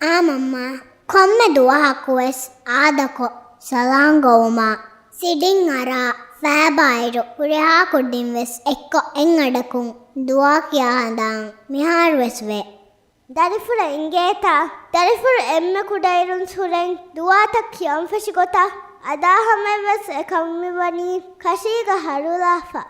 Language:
Divehi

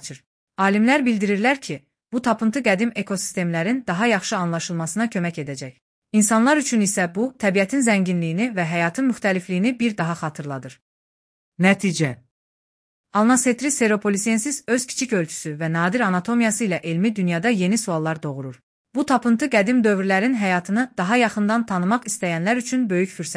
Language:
Azerbaijani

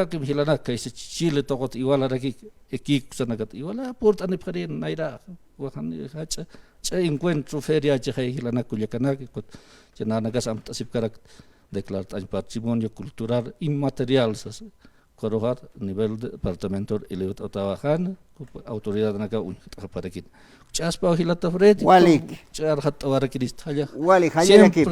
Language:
Aymara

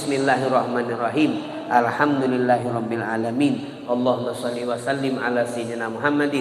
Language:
Musi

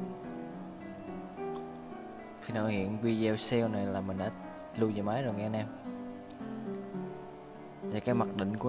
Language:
Vietnamese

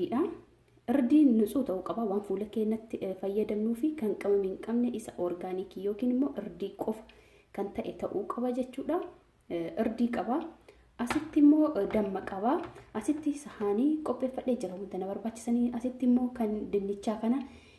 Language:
Oromo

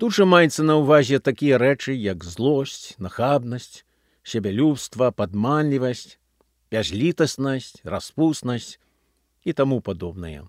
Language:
Belarusian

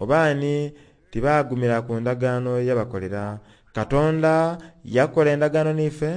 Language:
Soga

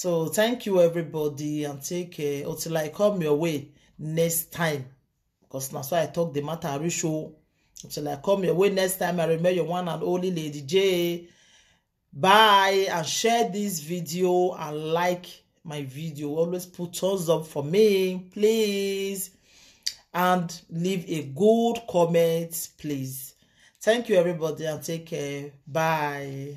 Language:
Nigerian Pidgin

